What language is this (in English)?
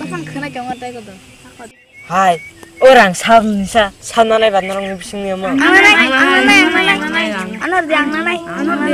Kok Borok